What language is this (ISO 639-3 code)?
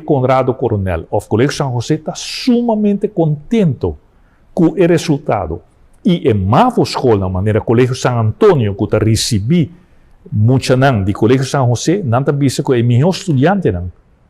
pap